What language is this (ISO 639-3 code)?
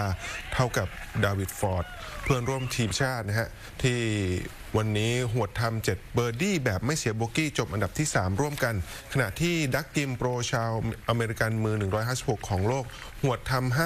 tha